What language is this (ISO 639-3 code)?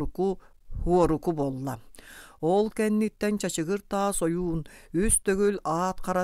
sah